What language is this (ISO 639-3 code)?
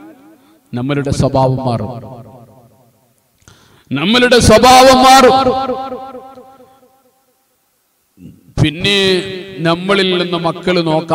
mal